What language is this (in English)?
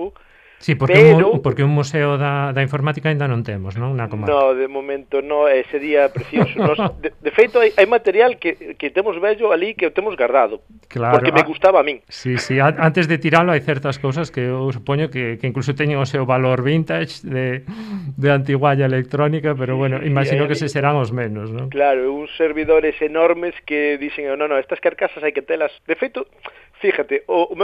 Galician